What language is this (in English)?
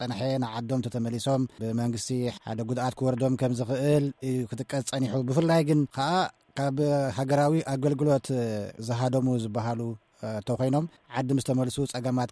Tigrinya